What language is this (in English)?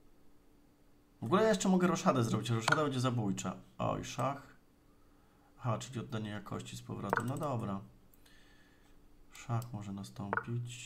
Polish